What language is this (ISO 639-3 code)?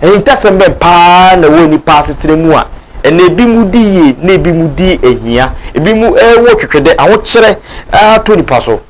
aka